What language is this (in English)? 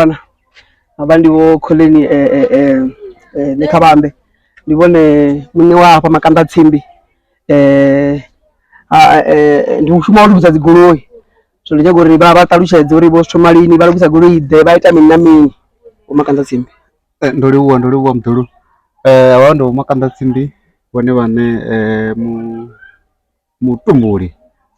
Venda